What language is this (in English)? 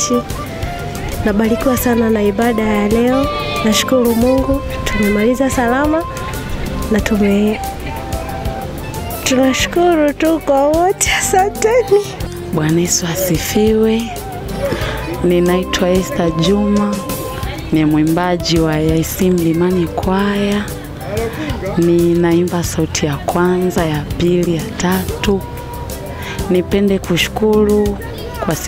Swahili